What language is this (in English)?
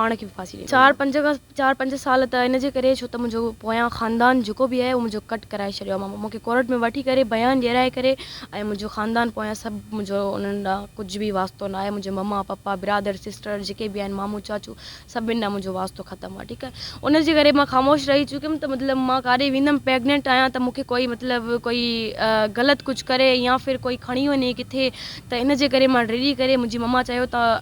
Sindhi